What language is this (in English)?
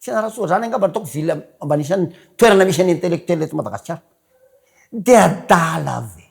Malagasy